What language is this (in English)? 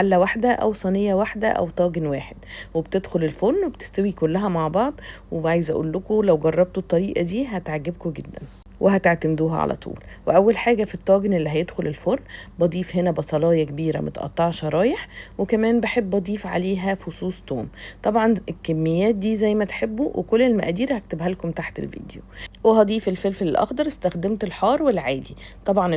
Egyptian Arabic